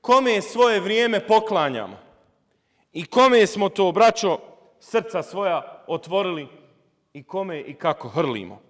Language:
Bosnian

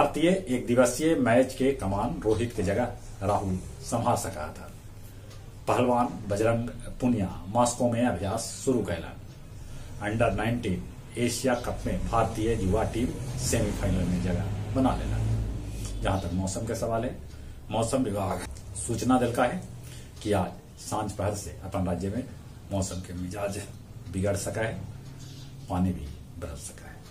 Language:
Magahi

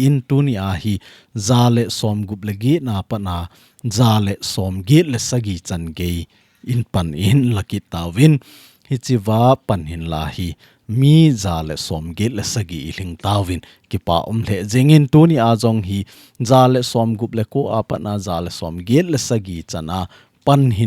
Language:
Thado Chin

